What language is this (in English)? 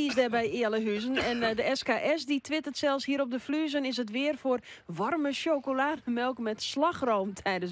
Western Frisian